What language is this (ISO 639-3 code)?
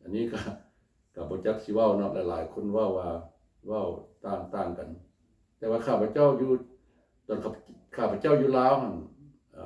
lao